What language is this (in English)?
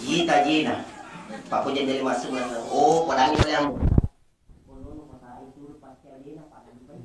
Buginese